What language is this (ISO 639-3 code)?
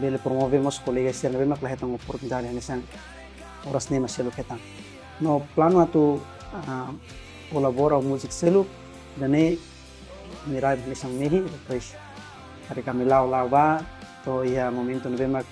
tet